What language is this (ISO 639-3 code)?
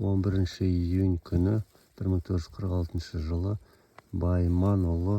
kaz